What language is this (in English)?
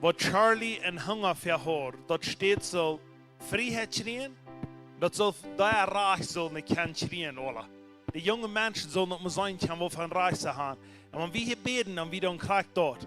Plautdietsch